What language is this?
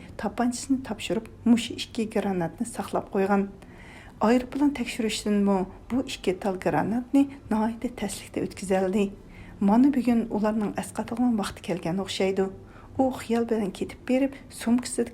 Uyghur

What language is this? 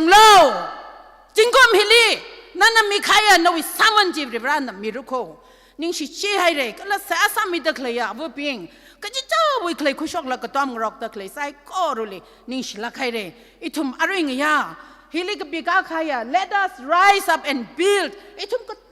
Tangkhul Naga (India)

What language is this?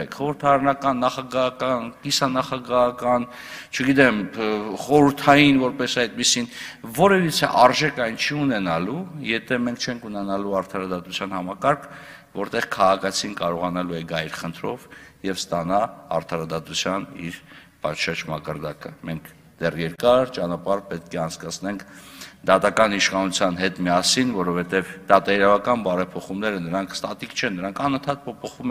Armenian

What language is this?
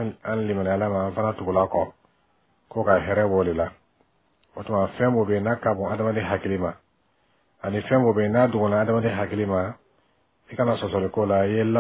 Bambara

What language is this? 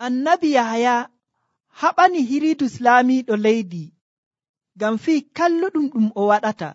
Nigerian Fulfulde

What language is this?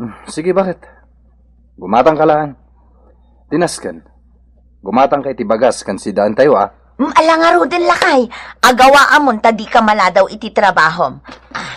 Iloko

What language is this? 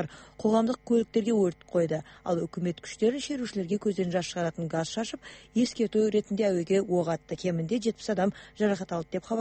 Kazakh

